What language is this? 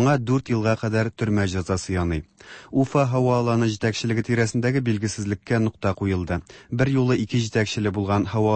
Tatar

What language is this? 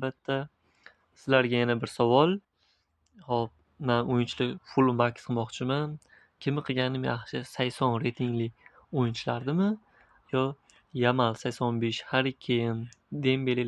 Uzbek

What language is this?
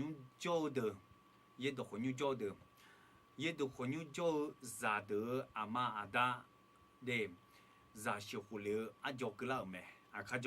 Akha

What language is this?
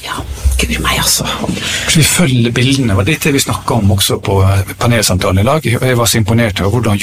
Norwegian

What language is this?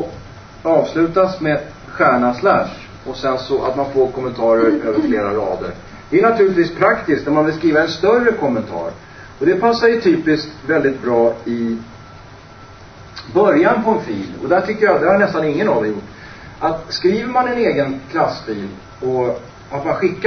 Swedish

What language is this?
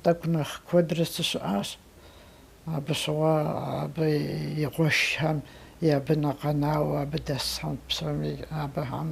Kabardian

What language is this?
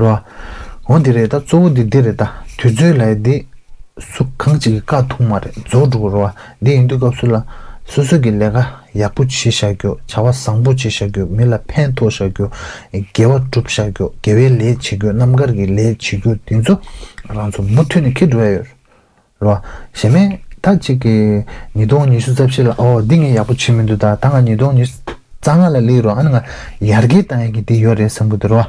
Tibetan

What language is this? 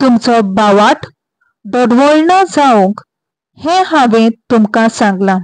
Konkani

